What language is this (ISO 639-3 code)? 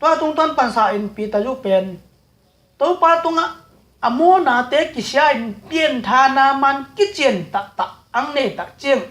ctd